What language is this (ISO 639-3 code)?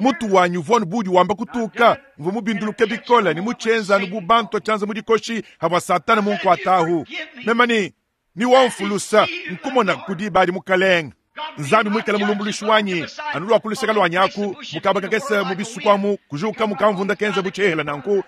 lua